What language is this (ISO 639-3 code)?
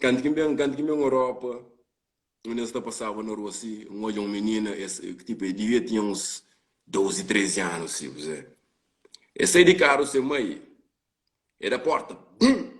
kea